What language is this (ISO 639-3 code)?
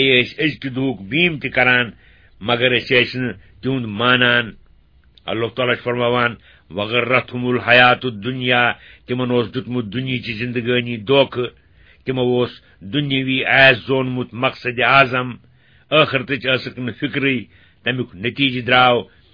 kas